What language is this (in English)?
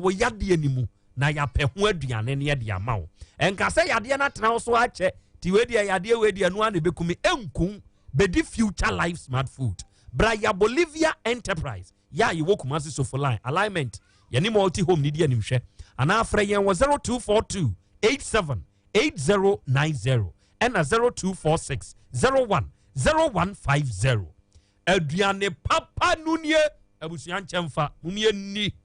Akan